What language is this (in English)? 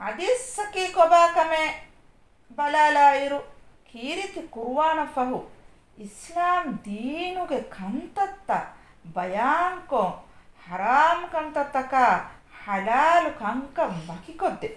Divehi